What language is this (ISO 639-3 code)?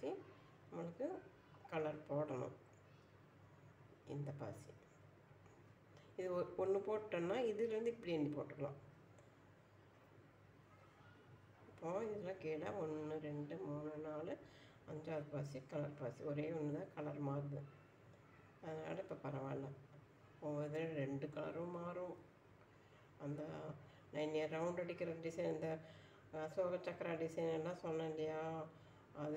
tam